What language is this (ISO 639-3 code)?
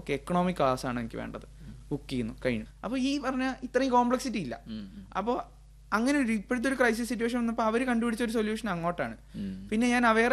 mal